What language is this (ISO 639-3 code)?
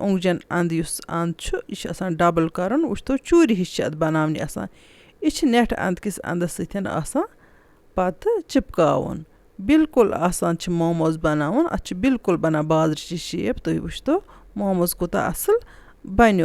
kas